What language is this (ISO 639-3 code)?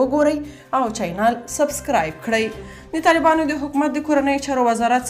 pus